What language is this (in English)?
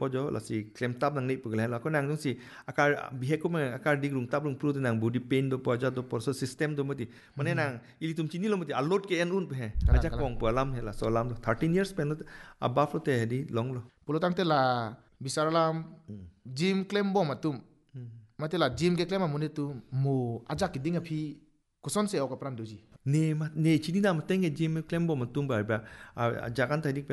Hindi